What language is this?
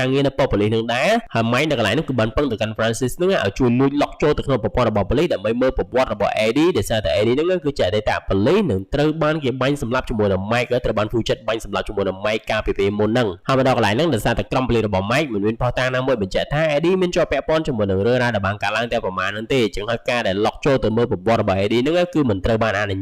Khmer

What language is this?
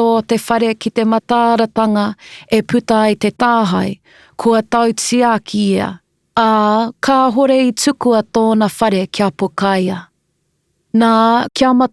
Māori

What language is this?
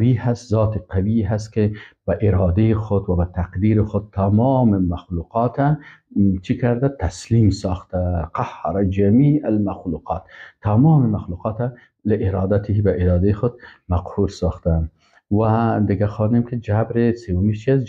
Persian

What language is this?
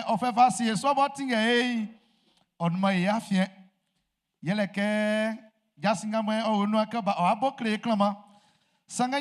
Baoulé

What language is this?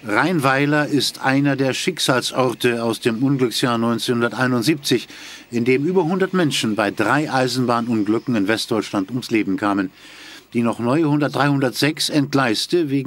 German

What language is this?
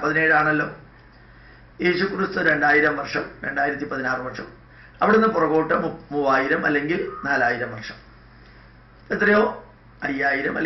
Malayalam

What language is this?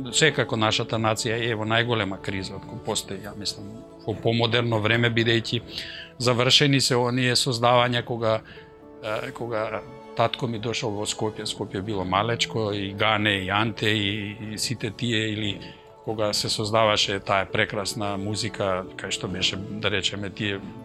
Macedonian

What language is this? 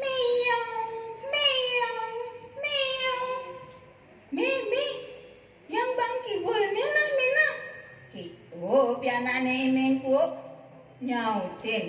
Balinese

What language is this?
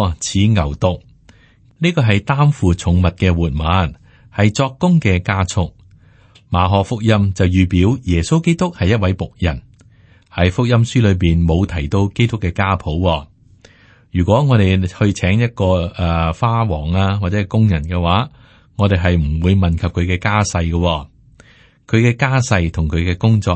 Cantonese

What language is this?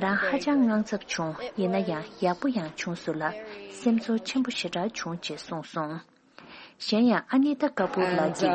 Tibetan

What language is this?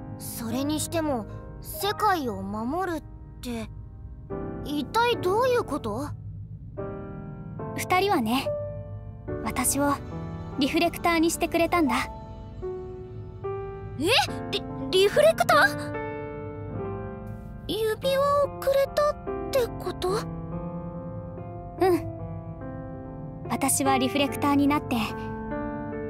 Japanese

